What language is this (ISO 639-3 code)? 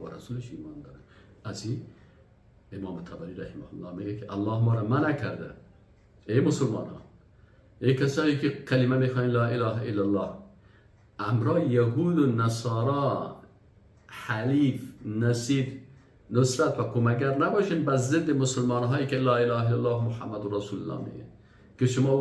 fas